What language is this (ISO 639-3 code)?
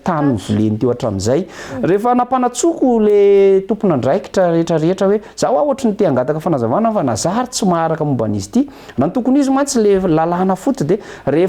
mlg